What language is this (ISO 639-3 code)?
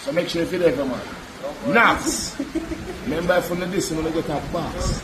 jam